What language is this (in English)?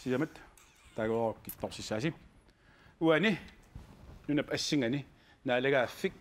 Kalaallisut